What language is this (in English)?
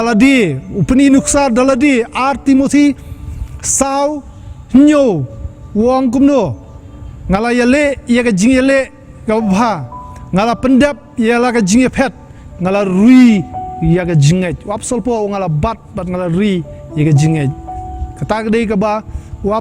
Khasi